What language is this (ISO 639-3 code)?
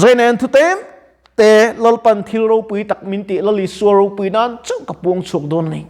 lus